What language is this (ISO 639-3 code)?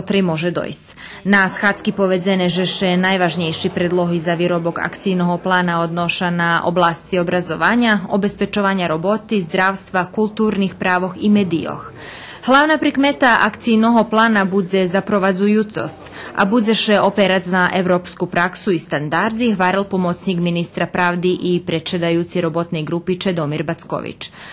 rue